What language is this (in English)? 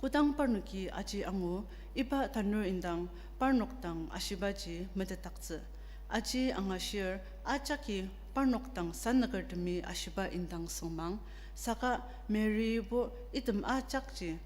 Ao Naga